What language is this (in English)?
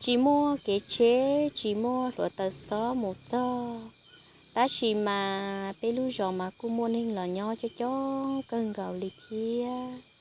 Hmong